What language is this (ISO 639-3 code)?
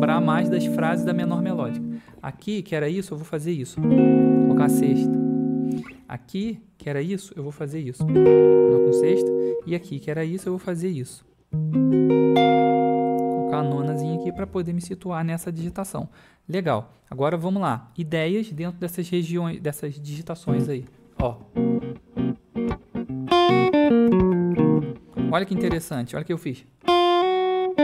por